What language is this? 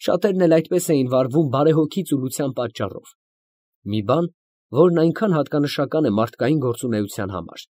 Armenian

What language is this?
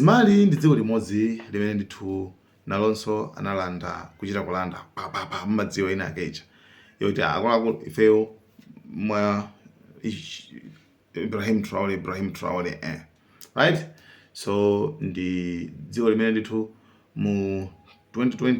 Nyanja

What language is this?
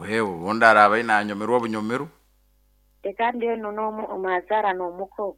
Nyoro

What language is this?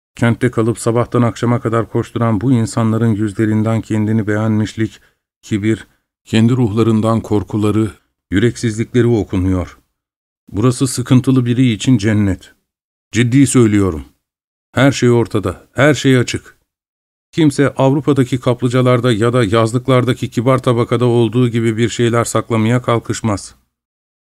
Turkish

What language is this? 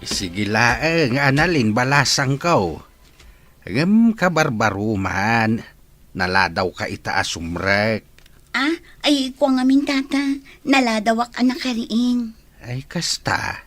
Iloko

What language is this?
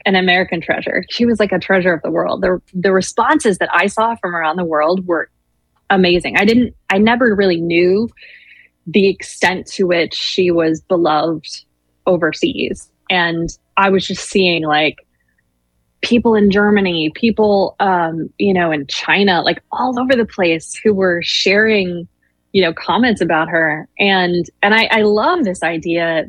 English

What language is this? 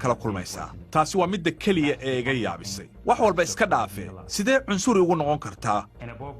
Somali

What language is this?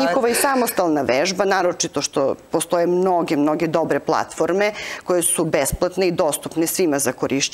Serbian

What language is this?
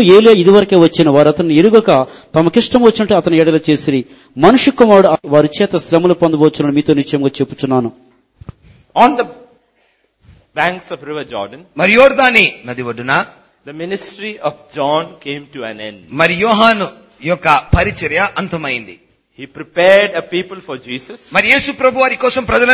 Telugu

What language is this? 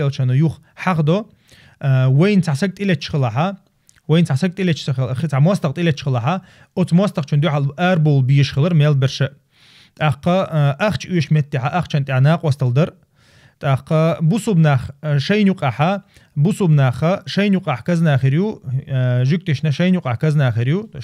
Chechen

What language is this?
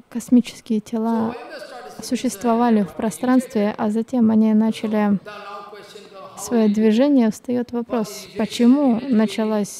Russian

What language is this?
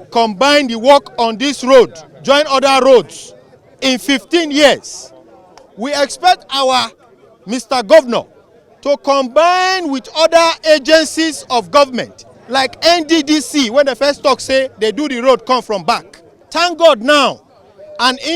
Nigerian Pidgin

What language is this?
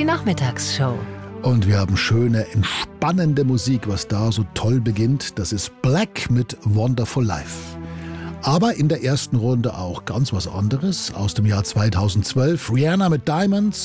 German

